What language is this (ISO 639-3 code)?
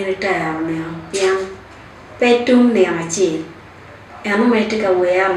ach